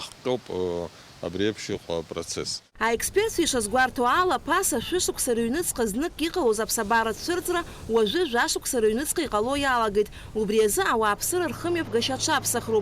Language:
Abkhazian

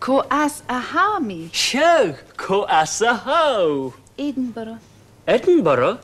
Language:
Scottish Gaelic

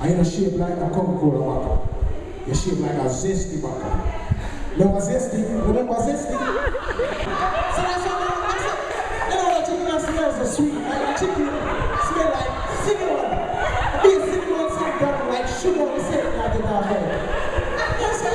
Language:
Jamaican Creole English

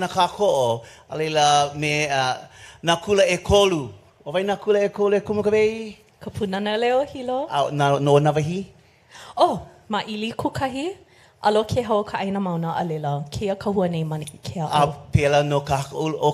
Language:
Hawaiian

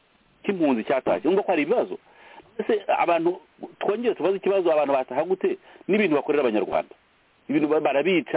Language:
Kinyarwanda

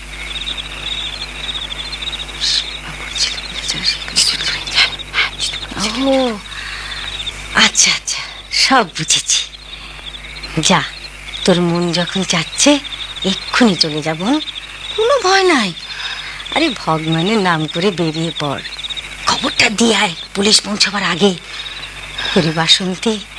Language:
Bangla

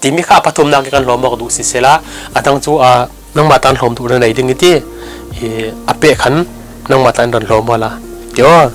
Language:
Falam Chin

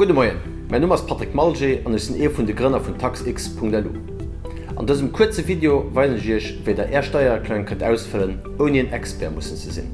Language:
Luxembourgish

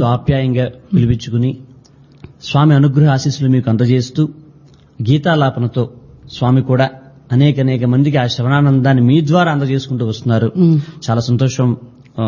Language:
Telugu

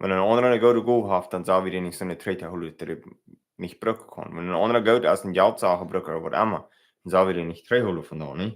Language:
Plautdietsch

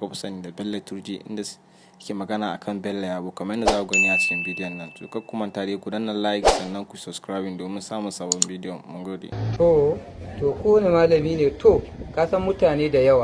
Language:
Hausa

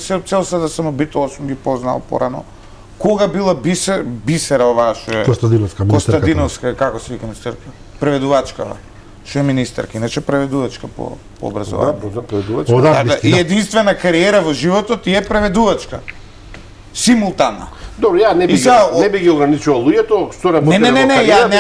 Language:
Macedonian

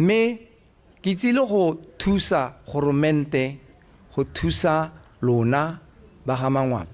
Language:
Tswana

